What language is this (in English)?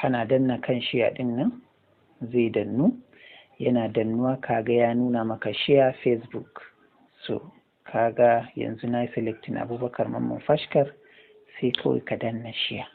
Hausa